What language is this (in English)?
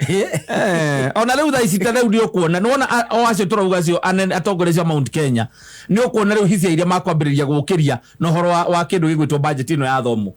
Kikuyu